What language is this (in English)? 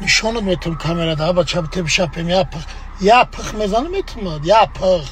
Tajik